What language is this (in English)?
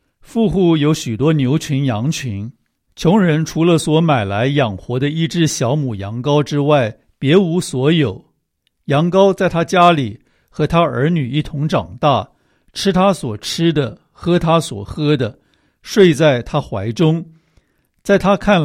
Chinese